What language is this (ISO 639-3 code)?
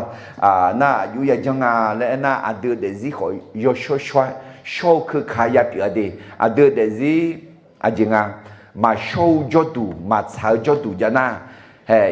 ahk